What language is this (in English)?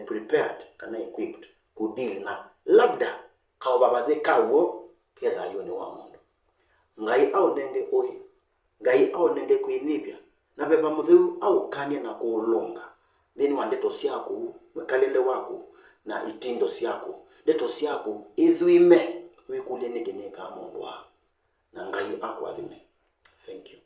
Kamba